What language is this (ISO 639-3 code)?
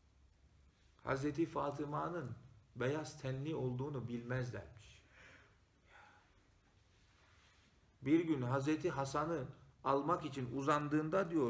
tur